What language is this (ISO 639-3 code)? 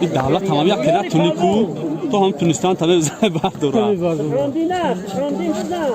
tgk